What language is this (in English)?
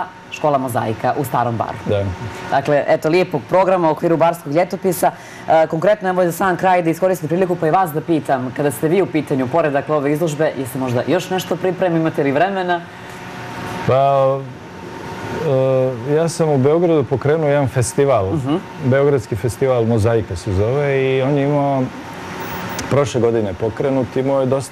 Serbian